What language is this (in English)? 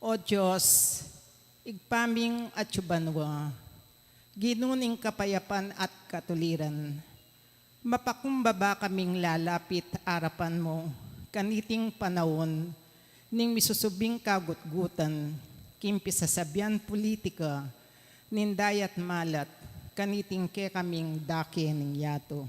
Pampanga